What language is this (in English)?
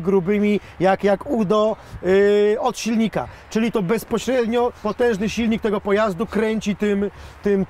Polish